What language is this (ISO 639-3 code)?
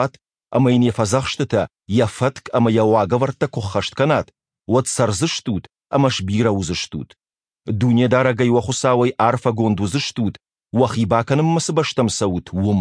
oss